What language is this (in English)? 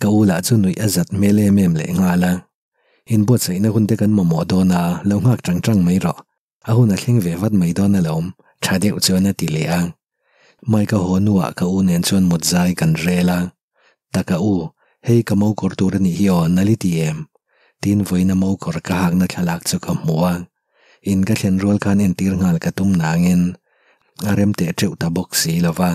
Mizo